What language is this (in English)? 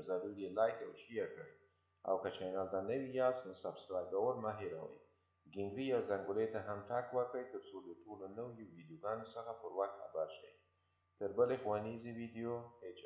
Pashto